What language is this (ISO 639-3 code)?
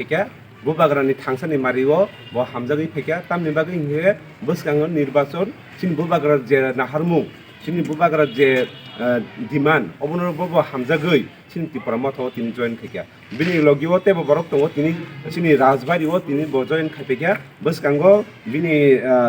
trp